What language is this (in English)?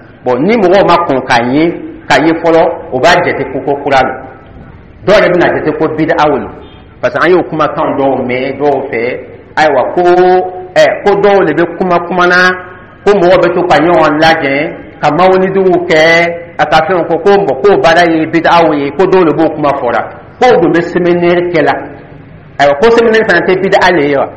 Dyula